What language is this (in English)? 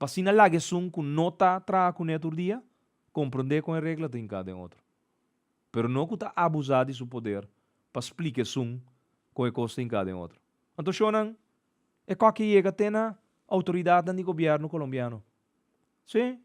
Papiamento